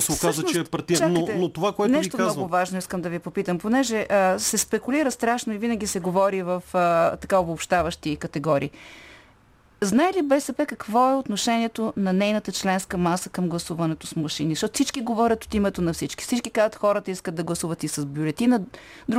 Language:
Bulgarian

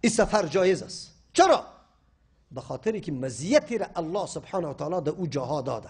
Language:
Persian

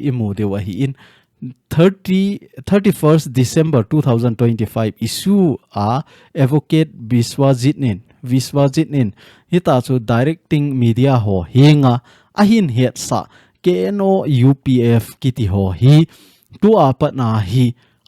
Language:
Thado Chin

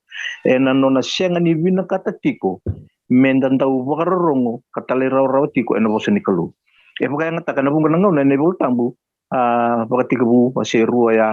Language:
Fijian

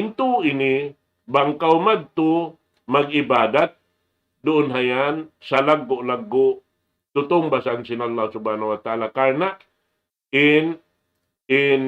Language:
Tausug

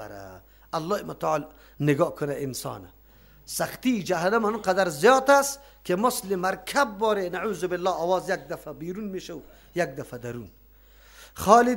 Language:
Persian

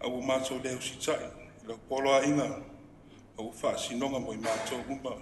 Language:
Samoan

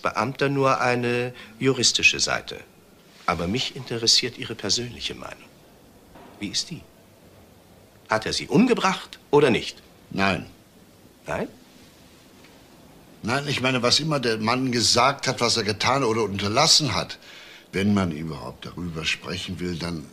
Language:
German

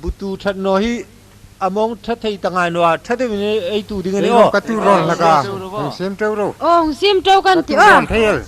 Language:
Hmar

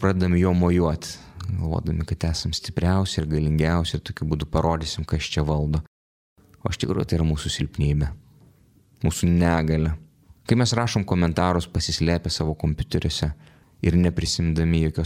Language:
Lithuanian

